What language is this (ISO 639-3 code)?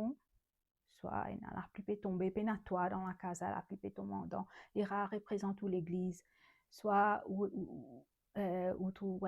mfe